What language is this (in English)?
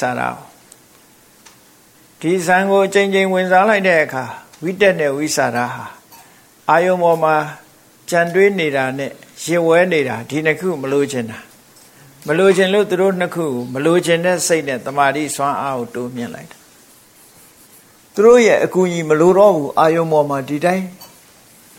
Burmese